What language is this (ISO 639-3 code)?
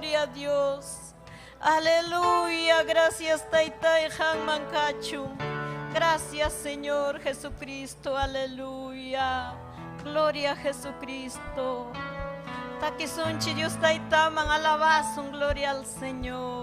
quy